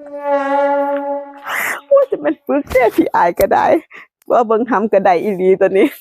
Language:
Lao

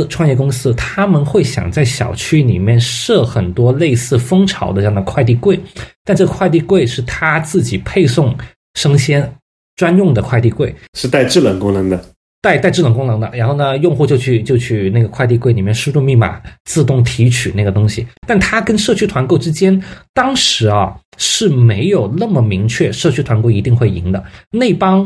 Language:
Chinese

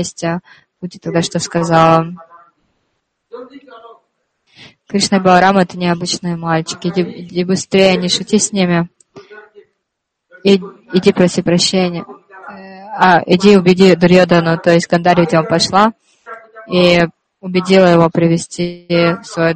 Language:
Russian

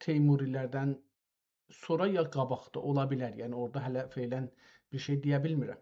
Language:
South Azerbaijani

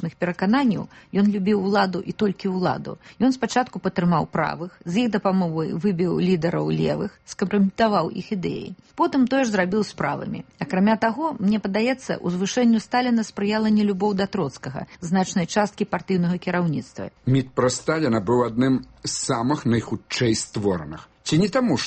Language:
Belarusian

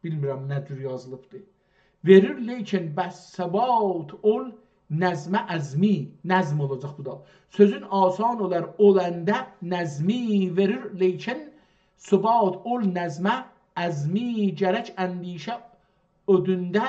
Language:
South Azerbaijani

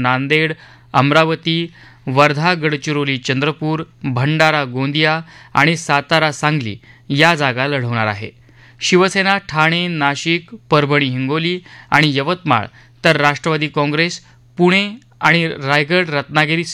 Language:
Marathi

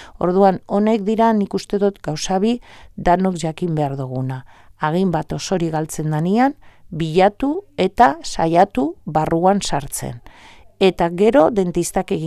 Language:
Basque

